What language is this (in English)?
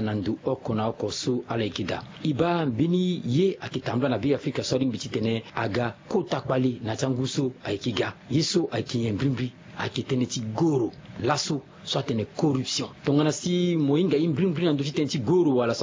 Sango